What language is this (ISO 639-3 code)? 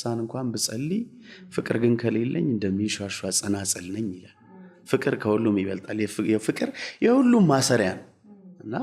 amh